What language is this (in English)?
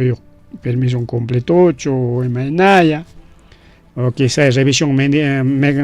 Ayacucho Quechua